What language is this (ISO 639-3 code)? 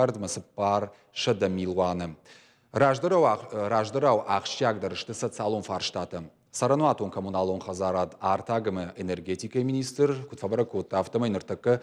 oss